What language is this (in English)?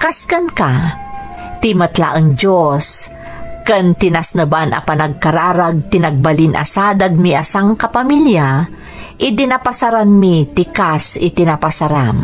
Iloko